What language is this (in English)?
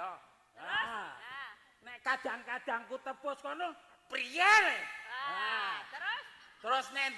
Javanese